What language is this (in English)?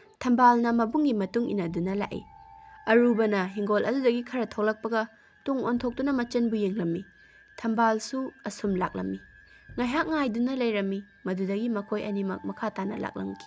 Manipuri